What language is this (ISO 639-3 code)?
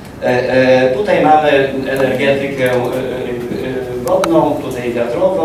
pol